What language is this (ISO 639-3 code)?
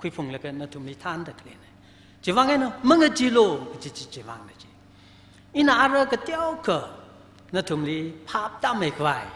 nmf